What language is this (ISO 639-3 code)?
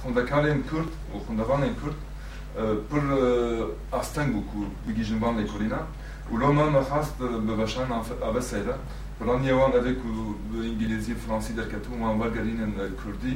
kur